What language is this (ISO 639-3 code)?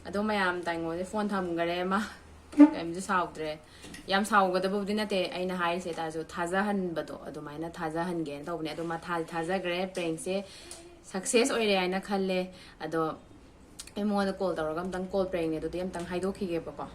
mni